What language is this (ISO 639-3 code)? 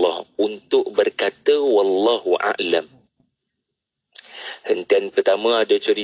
msa